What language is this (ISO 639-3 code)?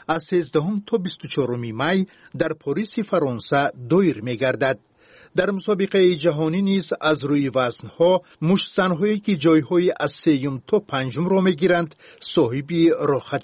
tgk